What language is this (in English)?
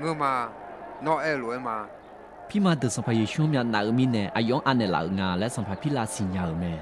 Akha